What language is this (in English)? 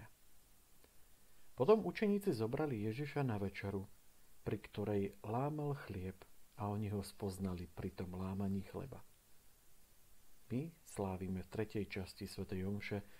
Slovak